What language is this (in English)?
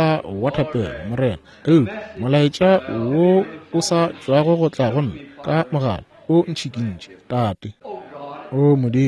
Northern Sotho